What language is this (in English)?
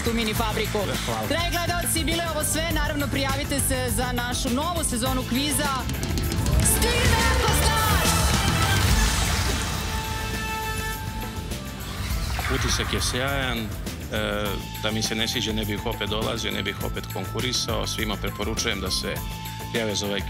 Serbian